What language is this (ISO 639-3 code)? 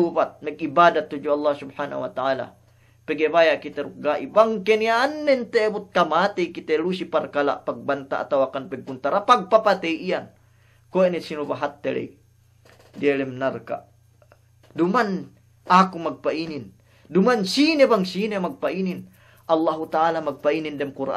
yka